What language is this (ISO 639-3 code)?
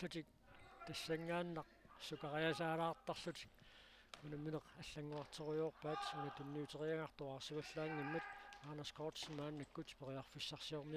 kal